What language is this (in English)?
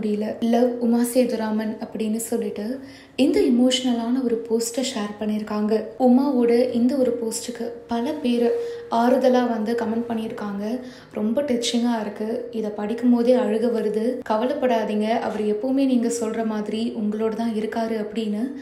Tamil